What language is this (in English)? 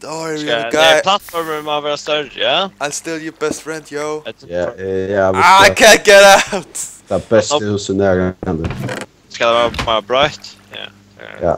Faroese